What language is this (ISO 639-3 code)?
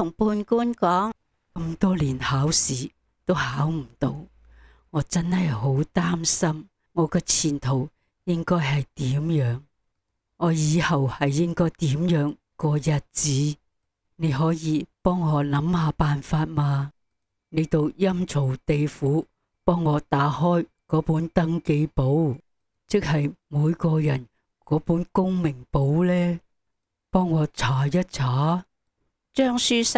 yue